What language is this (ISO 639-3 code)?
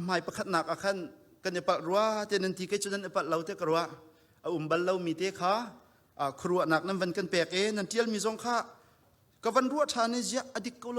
cnh